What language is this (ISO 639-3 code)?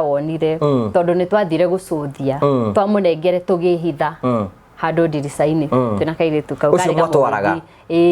kik